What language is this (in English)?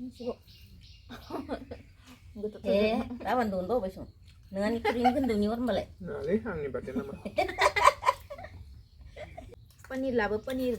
Bodo